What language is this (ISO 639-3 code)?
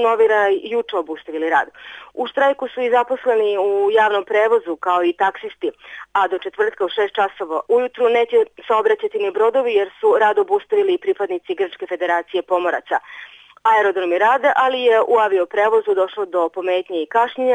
srp